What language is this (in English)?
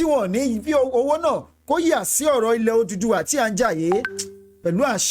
Yoruba